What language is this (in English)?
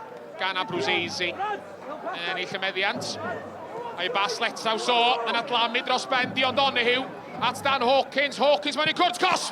Welsh